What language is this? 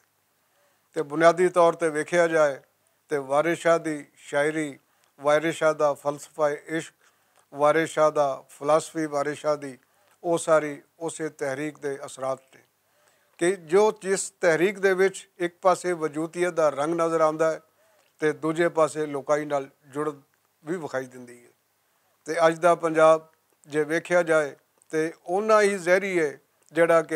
Western Panjabi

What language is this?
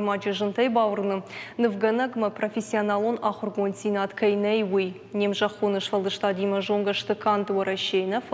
Ossetic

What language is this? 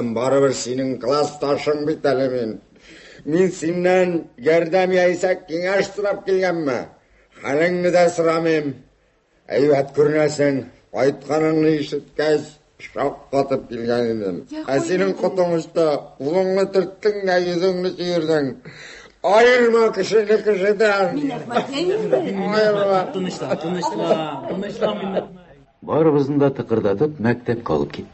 Tatar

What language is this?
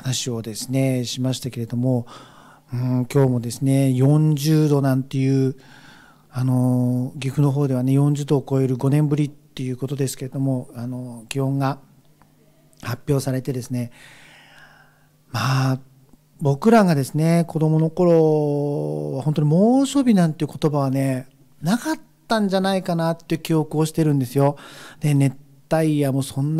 Japanese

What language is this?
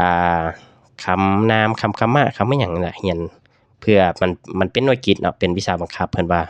Lao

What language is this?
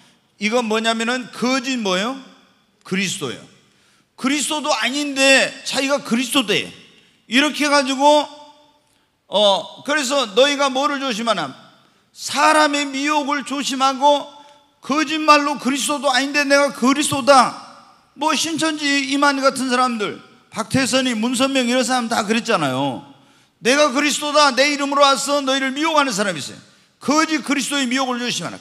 Korean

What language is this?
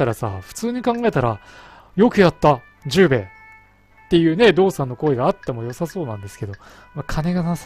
Japanese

